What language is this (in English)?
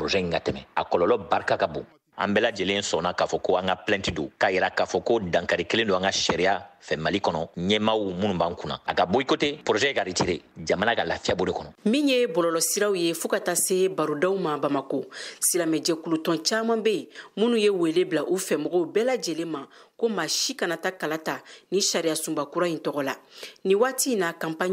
Bambara